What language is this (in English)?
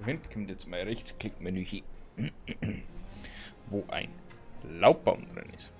Bavarian